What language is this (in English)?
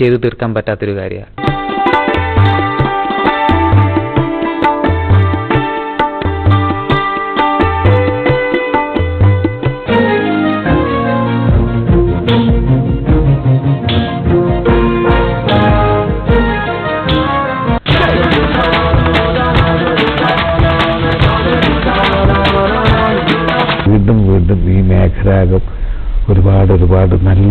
Malayalam